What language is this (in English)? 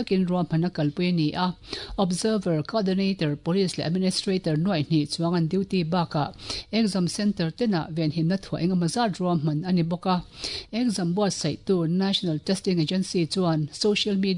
Mizo